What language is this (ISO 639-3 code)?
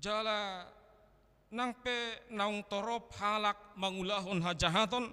bbc